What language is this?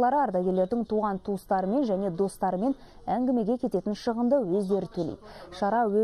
Kazakh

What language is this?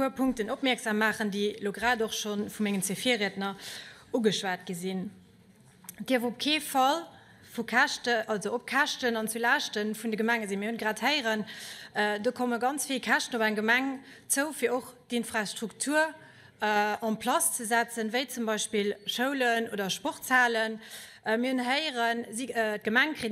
Luxembourgish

